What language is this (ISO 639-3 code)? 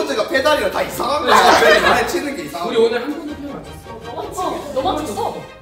kor